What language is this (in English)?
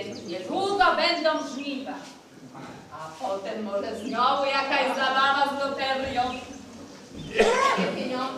Polish